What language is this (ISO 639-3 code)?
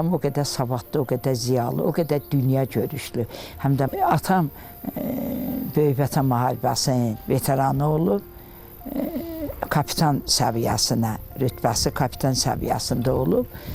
aze